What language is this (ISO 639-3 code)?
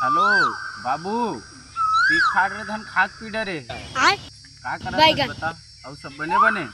hne